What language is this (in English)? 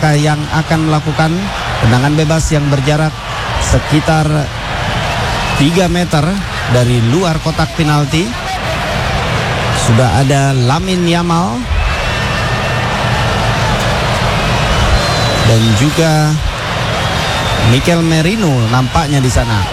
Indonesian